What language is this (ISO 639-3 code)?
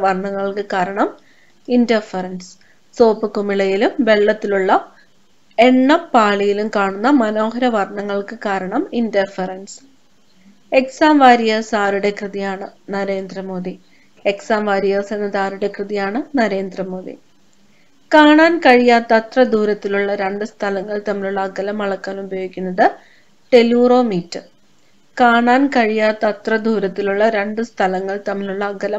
mal